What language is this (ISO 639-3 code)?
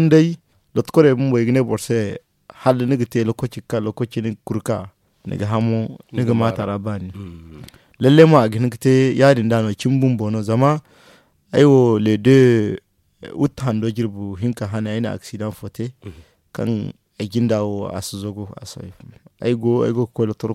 dje